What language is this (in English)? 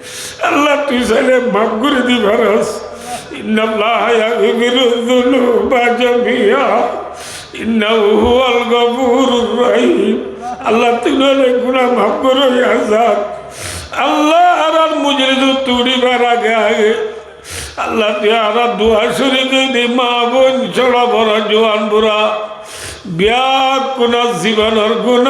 Rohingya